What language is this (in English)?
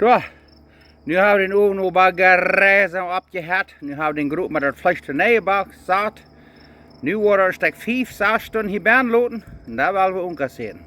Plautdietsch